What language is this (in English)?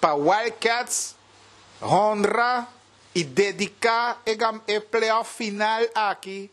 Papiamento